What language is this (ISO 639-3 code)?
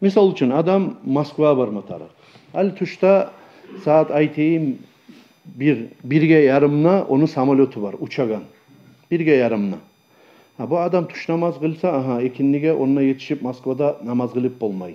kum